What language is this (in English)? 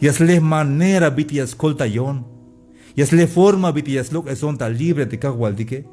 Tzeltal